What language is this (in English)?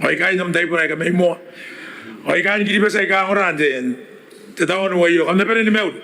Gilbertese